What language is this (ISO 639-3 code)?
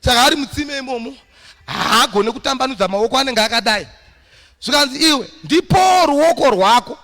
sna